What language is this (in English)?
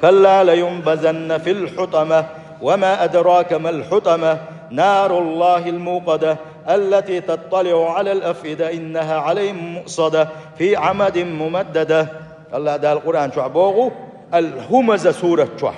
Chechen